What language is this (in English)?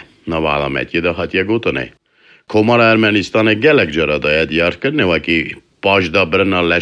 Kurdish